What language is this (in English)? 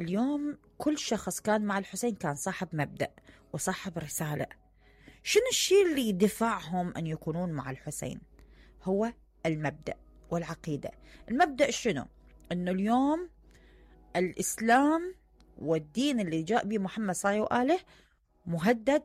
Mesopotamian Arabic